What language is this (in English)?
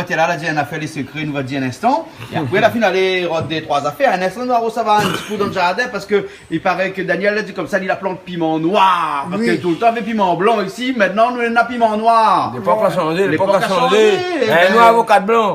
Réunion Creole French